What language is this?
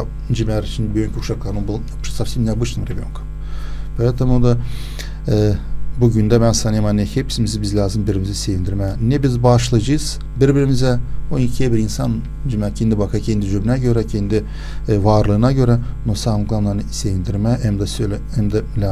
Gagauz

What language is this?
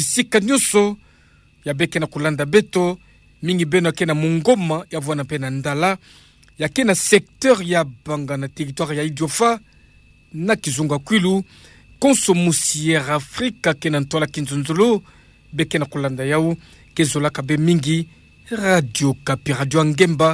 Kituba (Democratic Republic of Congo)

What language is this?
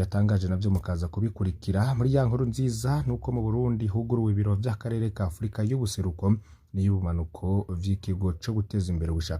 Rundi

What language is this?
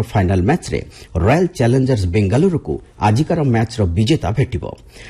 Odia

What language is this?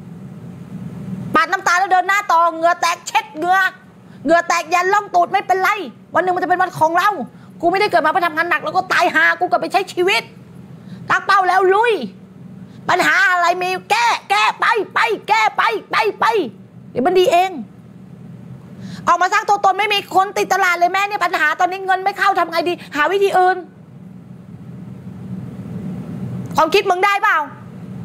Thai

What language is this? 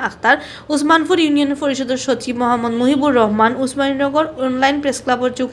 Sylheti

